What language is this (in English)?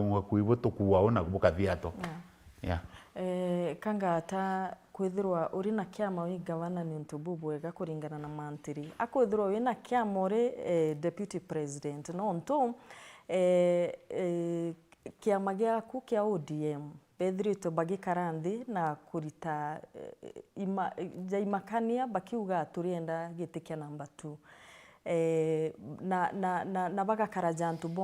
Meru